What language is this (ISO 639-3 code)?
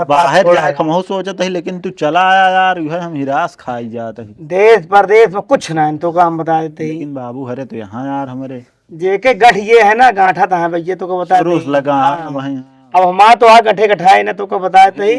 awa